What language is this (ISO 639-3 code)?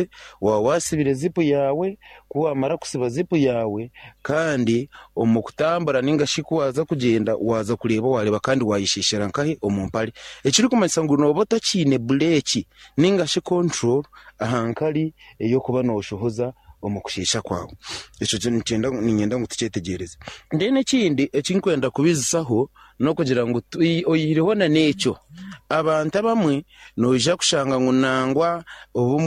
nyn